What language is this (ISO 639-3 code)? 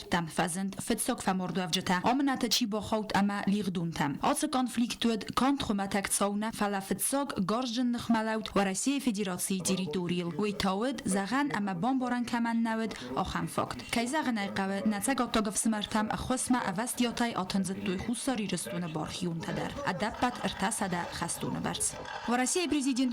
oss